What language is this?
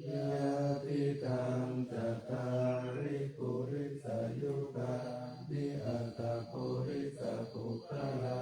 Pali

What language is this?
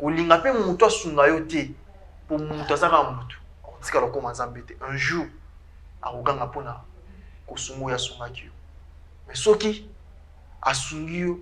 Lingala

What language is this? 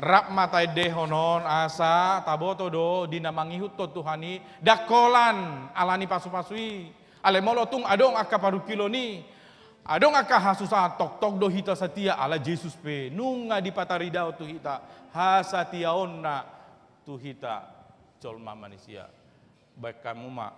Batak Toba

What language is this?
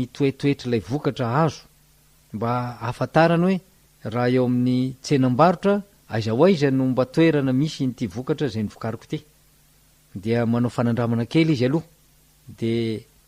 Malagasy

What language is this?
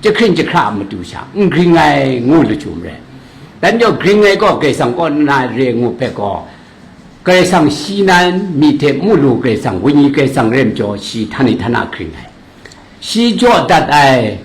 Kachin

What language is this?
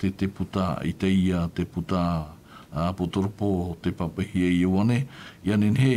Tahitian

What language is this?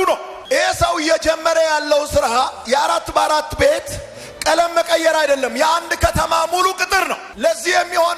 Amharic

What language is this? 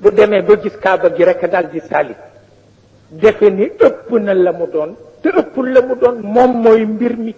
Wolof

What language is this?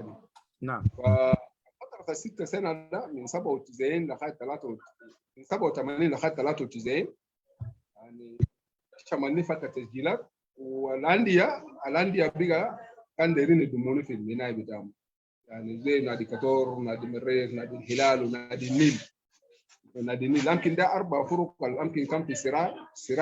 Sudanese Arabic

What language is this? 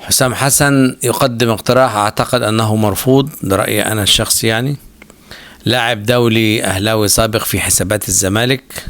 Egyptian Arabic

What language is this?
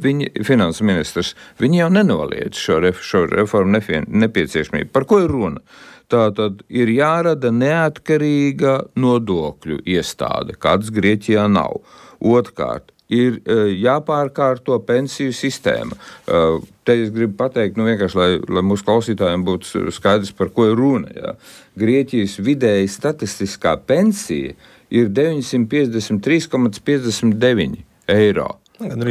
Latvian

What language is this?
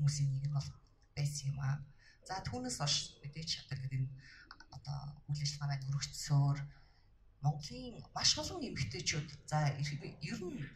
Mongolian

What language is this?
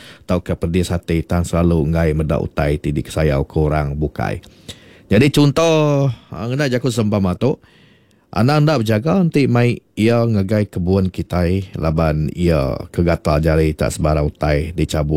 Iban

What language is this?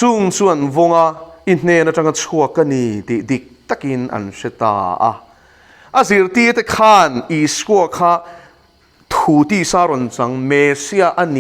Mizo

